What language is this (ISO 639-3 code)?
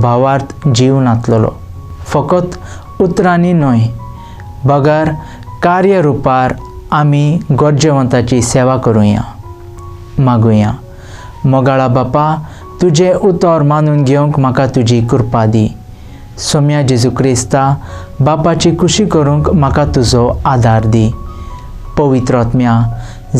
kok